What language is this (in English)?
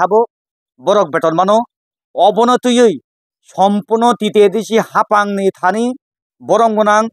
Kok Borok